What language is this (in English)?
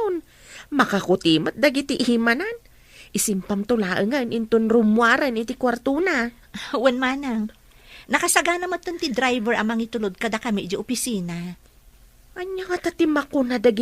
Iloko